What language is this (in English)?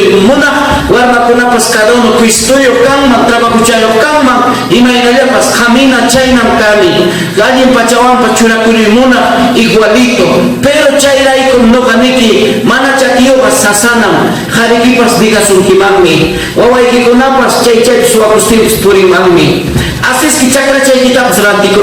Ayacucho Quechua